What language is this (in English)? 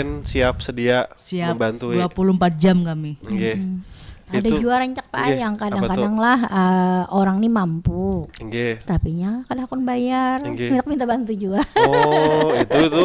Banjar